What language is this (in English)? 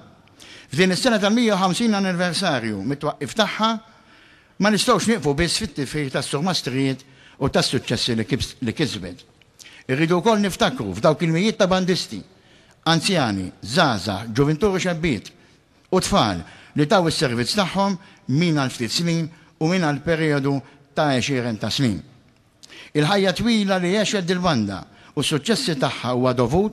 Maltese